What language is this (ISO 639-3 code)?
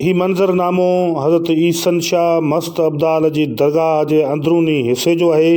snd